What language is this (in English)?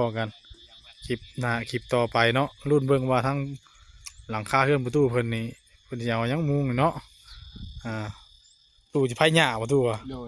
Northeastern Thai